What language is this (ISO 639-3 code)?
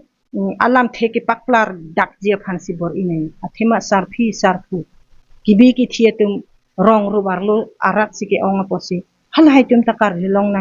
mjw